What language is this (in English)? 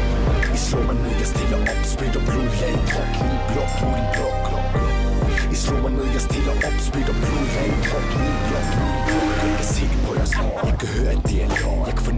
Danish